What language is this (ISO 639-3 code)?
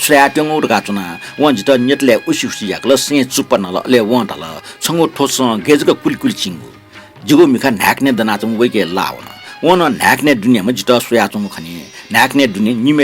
new